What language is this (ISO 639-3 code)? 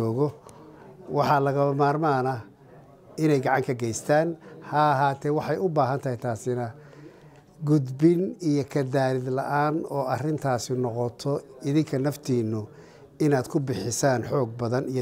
som